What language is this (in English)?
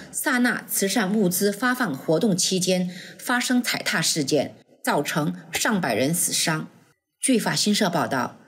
Chinese